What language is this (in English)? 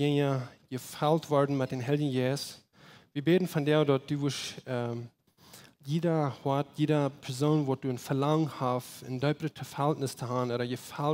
Plautdietsch